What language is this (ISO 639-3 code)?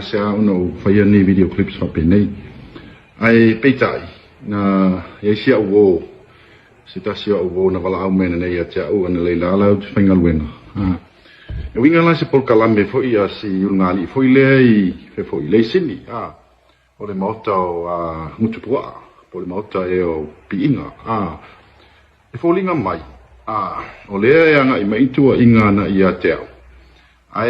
smo